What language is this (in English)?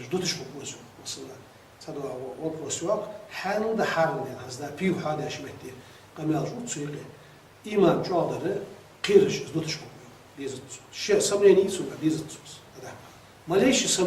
Ingush